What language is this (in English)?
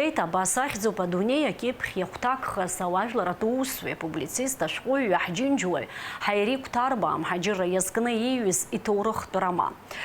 Abkhazian